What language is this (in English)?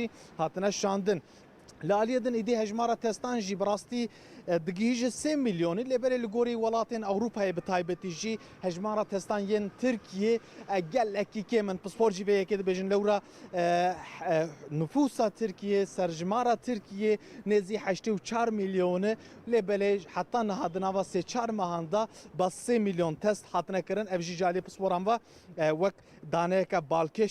Kurdish